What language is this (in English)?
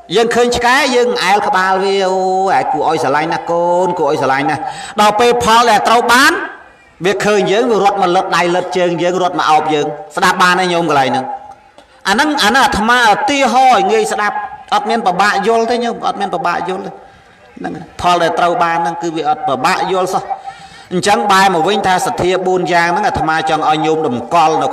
Khmer